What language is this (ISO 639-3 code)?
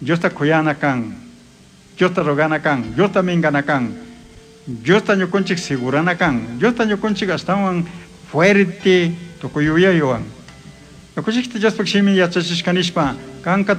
qug